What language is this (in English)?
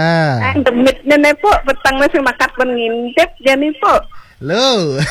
Balinese